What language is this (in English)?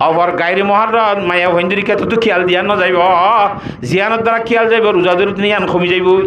Rohingya